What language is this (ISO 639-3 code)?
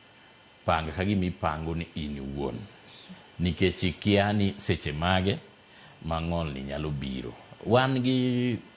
luo